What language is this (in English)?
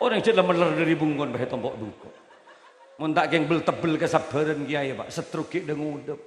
Madurese